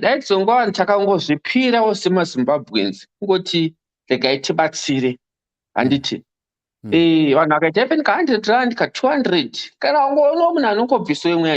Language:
Shona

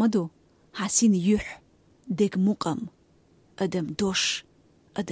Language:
Chechen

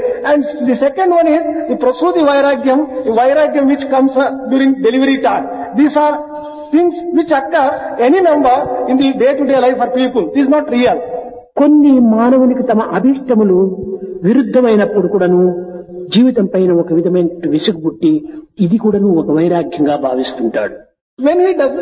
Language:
Telugu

